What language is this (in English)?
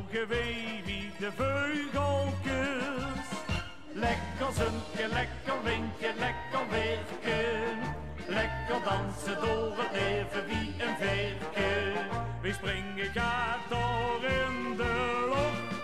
Limburgish